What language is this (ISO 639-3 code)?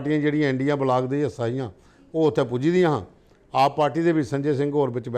doi